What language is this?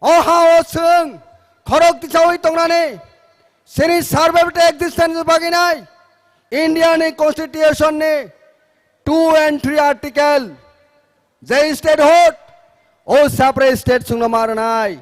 Kok Borok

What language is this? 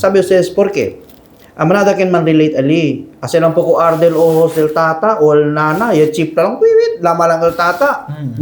Chavacano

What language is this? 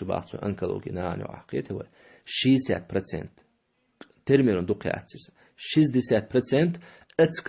Chechen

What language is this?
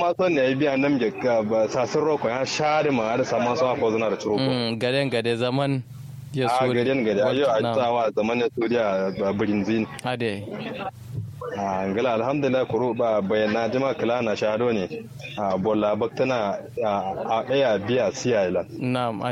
Kanuri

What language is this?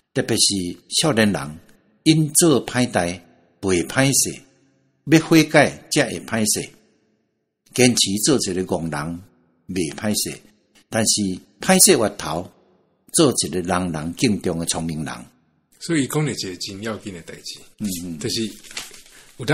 Min Nan Chinese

